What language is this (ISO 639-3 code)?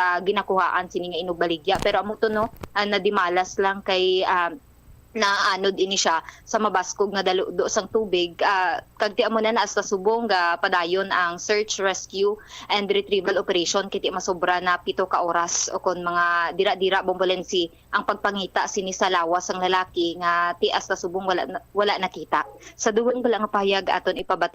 hil